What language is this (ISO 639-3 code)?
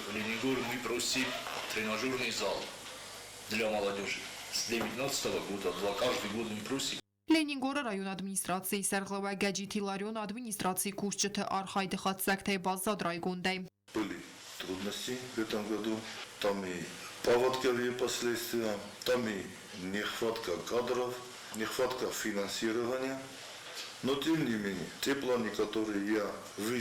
oss